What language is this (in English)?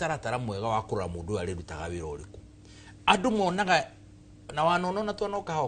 Kikuyu